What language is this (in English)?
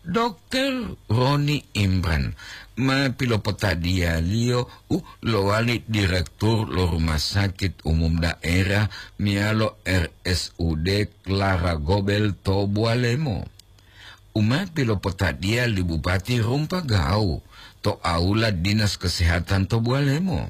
Gorontalo